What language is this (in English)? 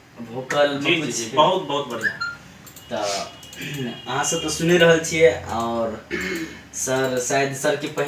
Maithili